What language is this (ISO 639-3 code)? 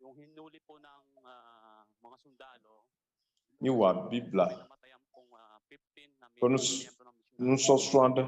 ewe